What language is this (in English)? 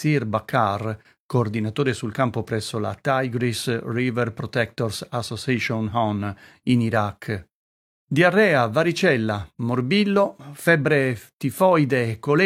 Italian